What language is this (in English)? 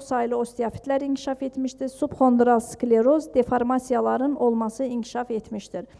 Azerbaijani